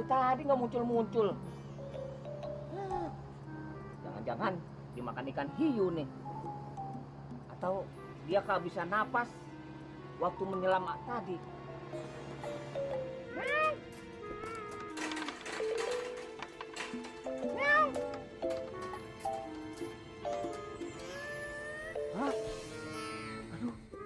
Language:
Indonesian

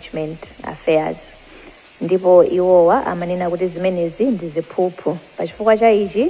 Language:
Nyanja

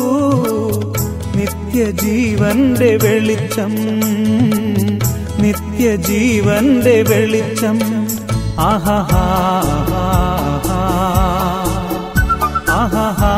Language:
Malayalam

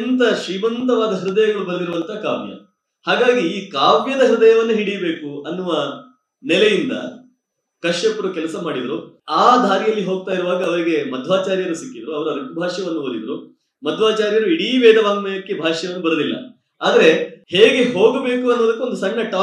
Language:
Kannada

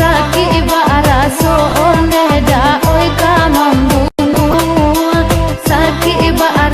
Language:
Minangkabau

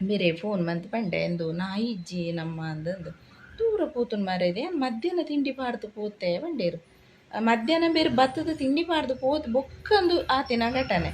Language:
Tulu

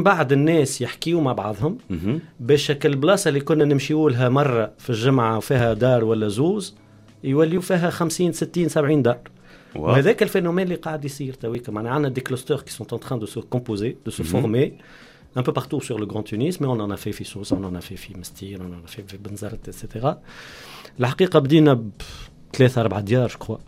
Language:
Tunisian Arabic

